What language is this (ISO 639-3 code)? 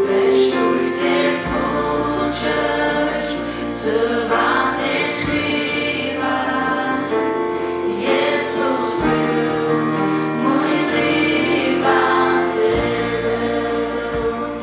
fao